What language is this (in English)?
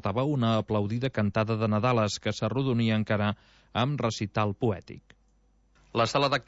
Catalan